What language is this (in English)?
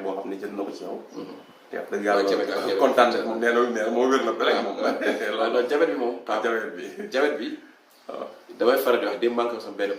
Wolof